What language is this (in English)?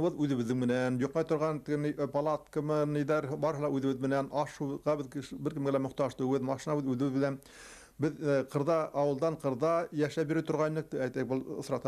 Bashkir